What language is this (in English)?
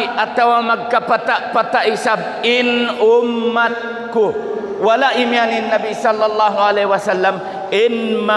Tausug